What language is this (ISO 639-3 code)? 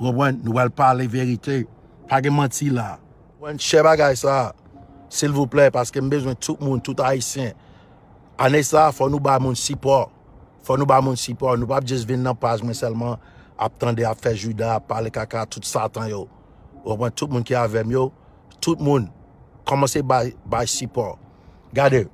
hat